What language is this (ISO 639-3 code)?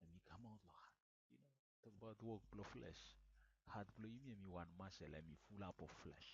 bis